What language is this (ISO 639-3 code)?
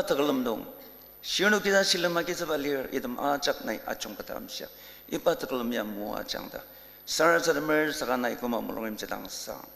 njo